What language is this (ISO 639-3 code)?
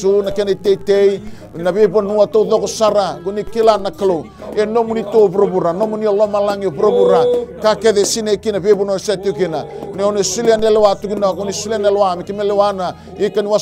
fij